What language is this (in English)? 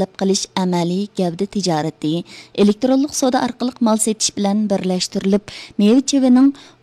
Uyghur